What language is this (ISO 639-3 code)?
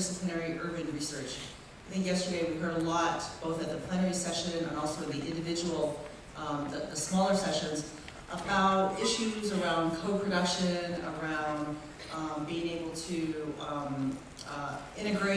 eng